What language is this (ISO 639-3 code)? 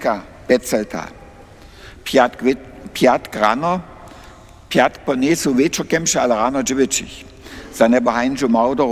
hsb